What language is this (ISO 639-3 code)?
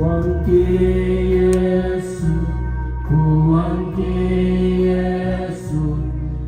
sda